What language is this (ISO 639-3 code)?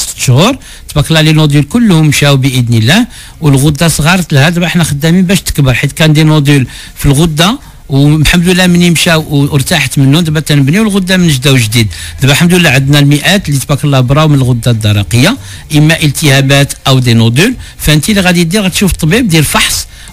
ary